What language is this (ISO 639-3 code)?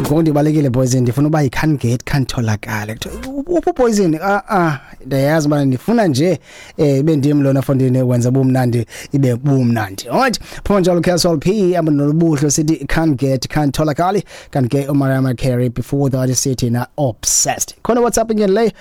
xho